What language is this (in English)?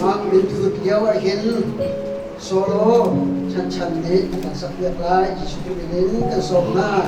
Hakha Chin